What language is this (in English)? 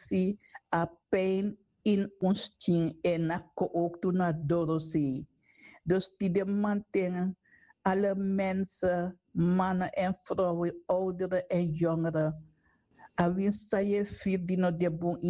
Sranan Tongo